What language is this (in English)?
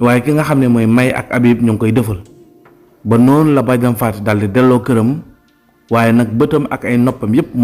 Wolof